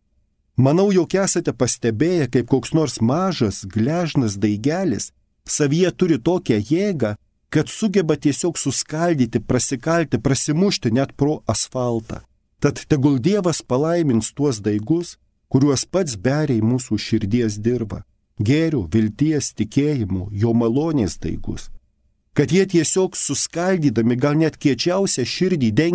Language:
Lithuanian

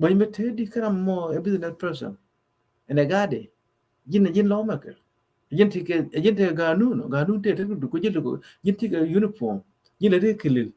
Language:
Nuer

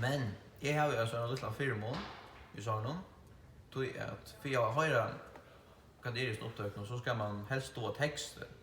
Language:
Faroese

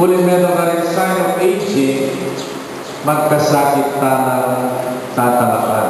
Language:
Pampanga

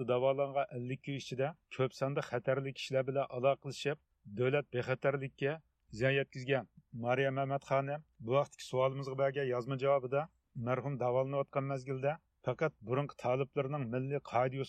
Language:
Uyghur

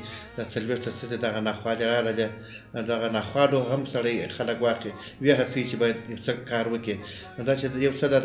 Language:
Pashto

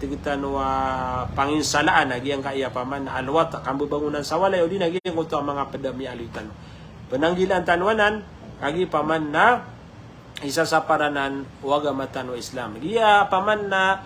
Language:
Maranao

